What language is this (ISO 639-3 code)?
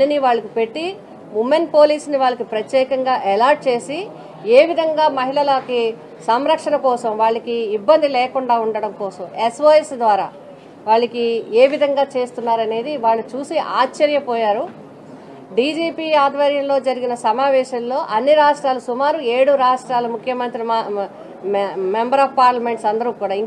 tel